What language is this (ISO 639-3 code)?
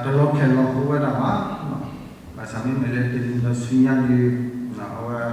ksw